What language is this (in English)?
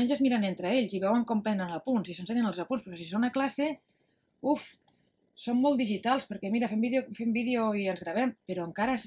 Catalan